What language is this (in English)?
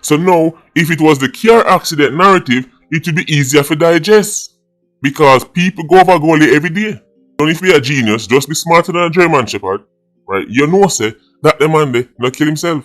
Jamaican Creole English